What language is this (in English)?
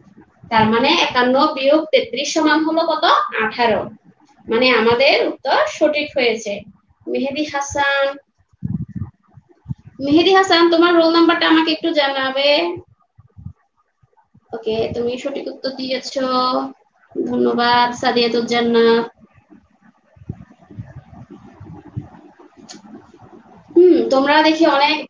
Bangla